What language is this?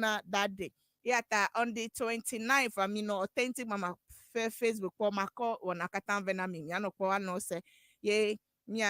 Ewe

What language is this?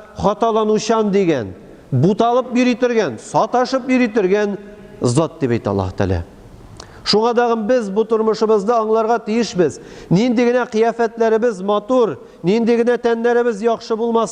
Tatar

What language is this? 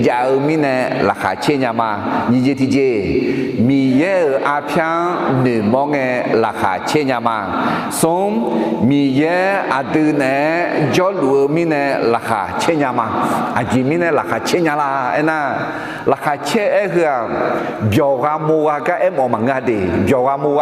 Akha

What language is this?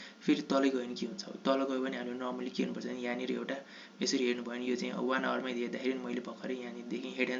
Nepali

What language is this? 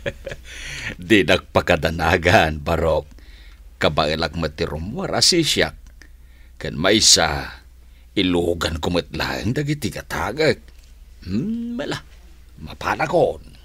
Iloko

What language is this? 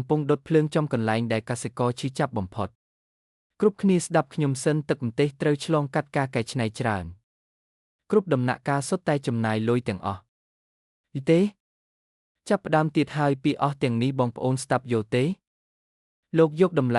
Khmer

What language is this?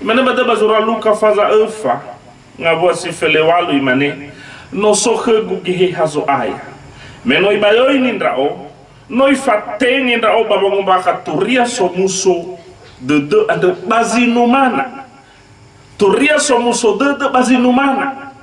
Nias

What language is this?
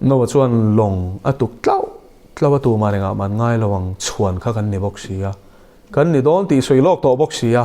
Mizo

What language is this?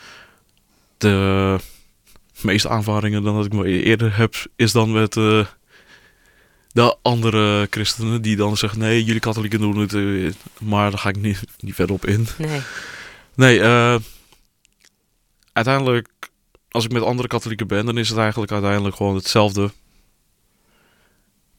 Dutch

